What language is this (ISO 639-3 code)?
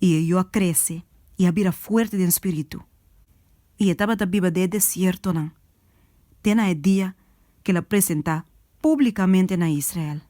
pap